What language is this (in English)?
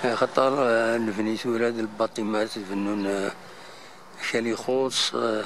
Kabyle